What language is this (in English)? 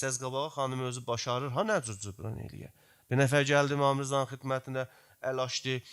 South Azerbaijani